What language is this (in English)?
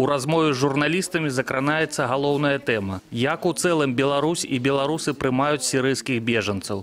Belarusian